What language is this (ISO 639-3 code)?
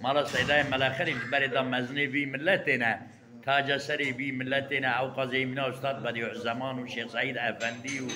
kur